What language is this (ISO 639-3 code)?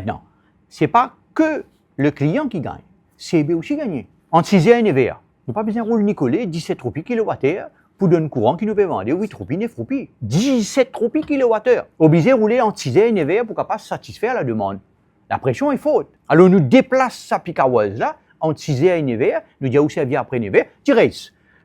mfe